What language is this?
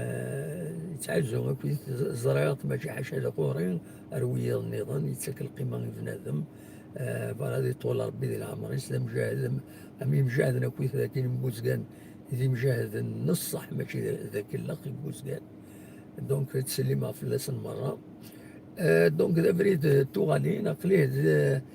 Kabyle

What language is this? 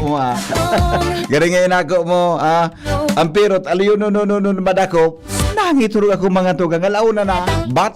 Bikol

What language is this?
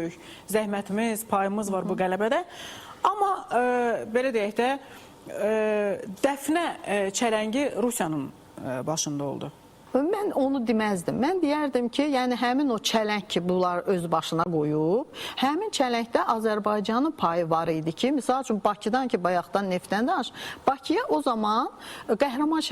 Azerbaijani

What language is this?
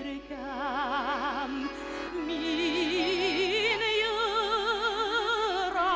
Bashkir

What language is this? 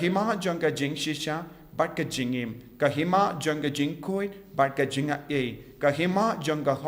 Khasi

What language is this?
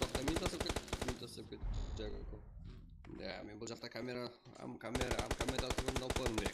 Kara-Kalpak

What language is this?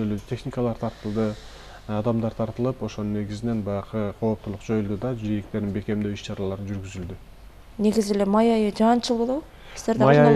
Kyrgyz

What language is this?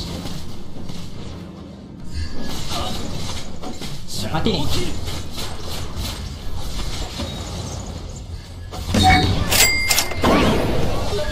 Malay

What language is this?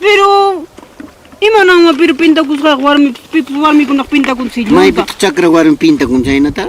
Ayacucho Quechua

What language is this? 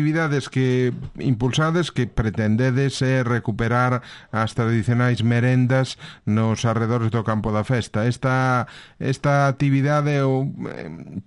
Galician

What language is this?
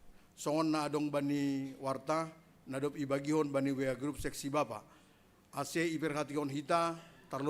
Batak Simalungun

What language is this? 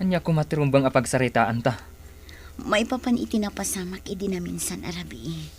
Iloko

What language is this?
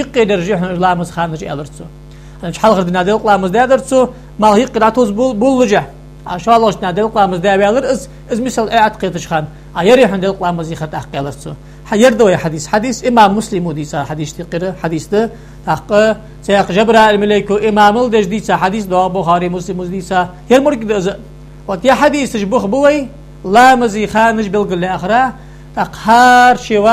Ingush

